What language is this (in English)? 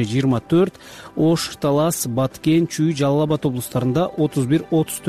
Kyrgyz